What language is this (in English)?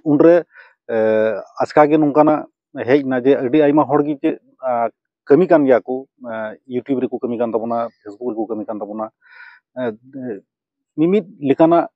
Santali